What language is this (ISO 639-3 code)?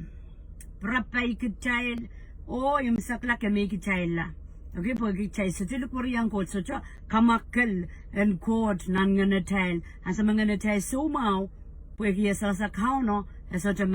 pon